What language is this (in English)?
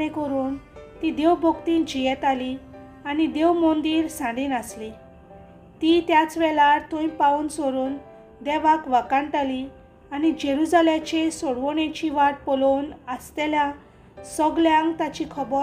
Konkani